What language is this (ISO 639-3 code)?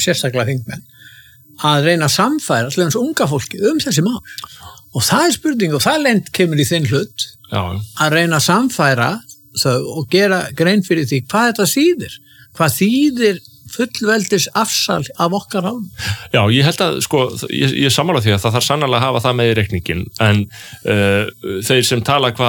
isl